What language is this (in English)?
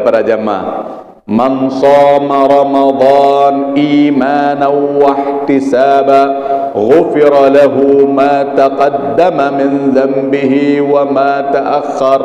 Sasak